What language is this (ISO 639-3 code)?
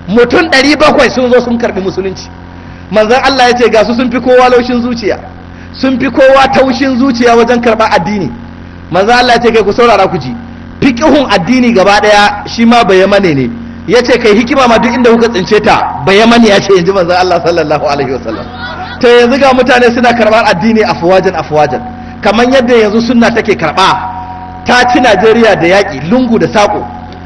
hau